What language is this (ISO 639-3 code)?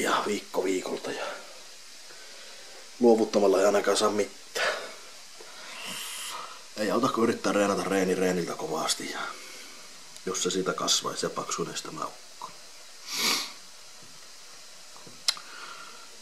fin